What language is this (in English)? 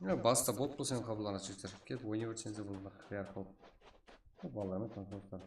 Kara-Kalpak